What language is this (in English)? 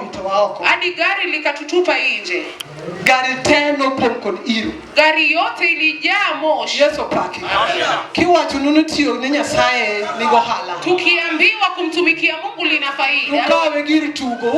Luo (Kenya and Tanzania)